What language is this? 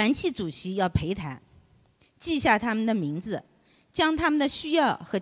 Chinese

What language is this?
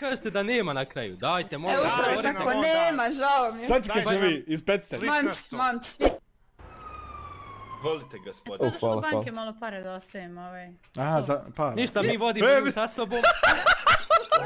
Bosnian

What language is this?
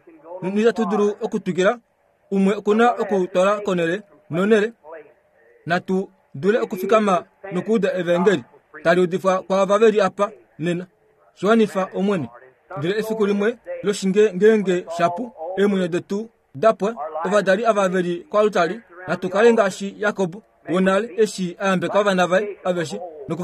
Kuanyama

